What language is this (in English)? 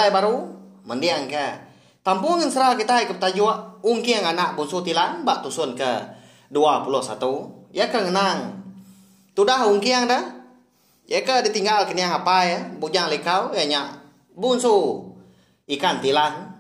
Iban